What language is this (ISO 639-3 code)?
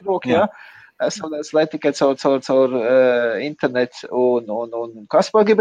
lav